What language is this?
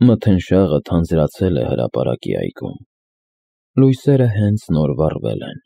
Armenian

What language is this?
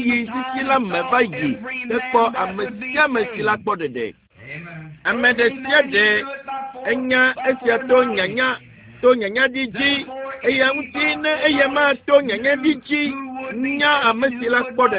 Ewe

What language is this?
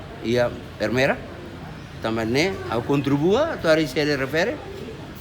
Tetum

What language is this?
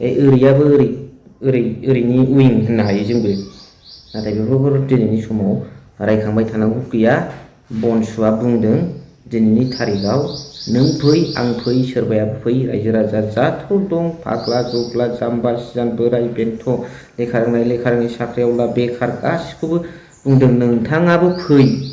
Bodo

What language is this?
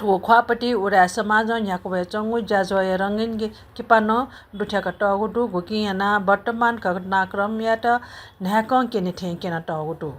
Newari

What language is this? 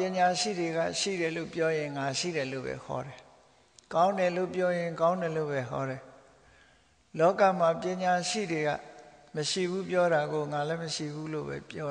Burmese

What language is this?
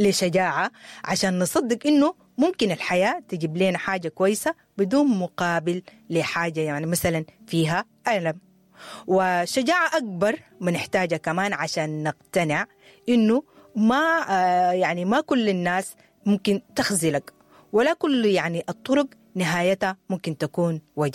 Sudanese Arabic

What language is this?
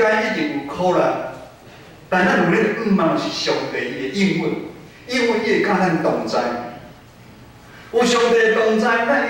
Min Nan Chinese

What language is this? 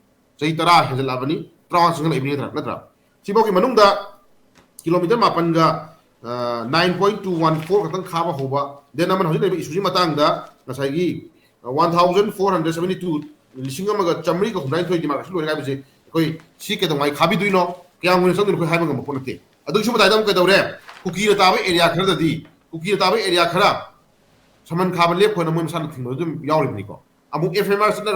Manipuri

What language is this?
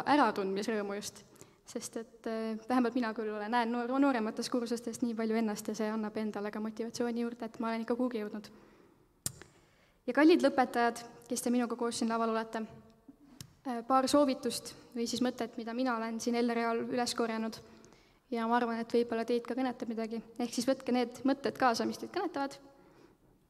Estonian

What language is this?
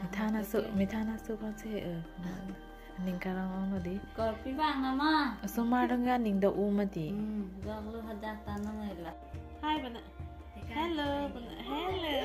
Karbi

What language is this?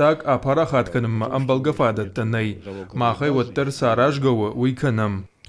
Ossetic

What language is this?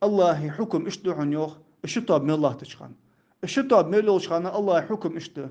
Ingush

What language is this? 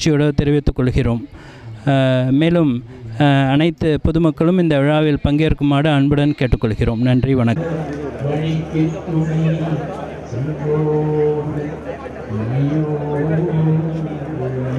Tamil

